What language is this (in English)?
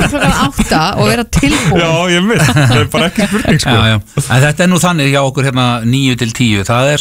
Icelandic